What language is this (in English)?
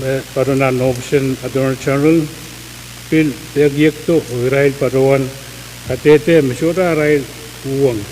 Pohnpeian